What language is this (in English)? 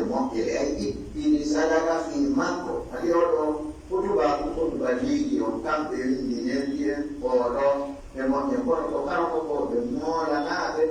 Pular